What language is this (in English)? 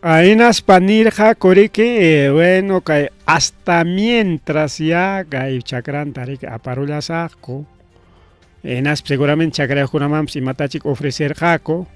Ayacucho Quechua